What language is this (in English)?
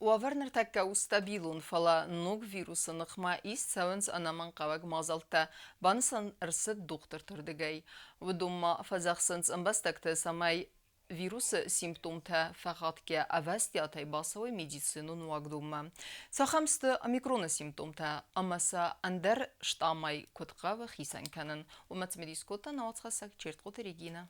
Ossetic